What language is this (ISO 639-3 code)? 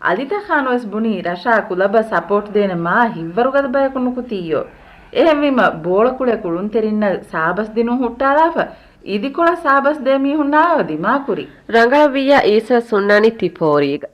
div